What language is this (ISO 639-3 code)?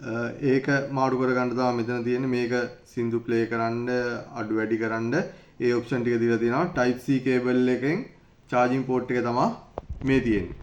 sin